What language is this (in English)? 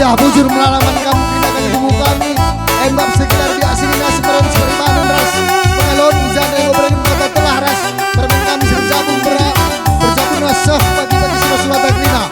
Batak Karo